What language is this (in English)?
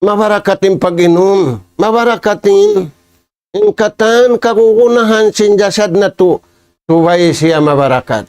Tausug